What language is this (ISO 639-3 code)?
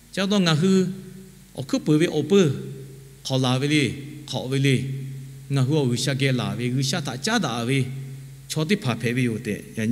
lhu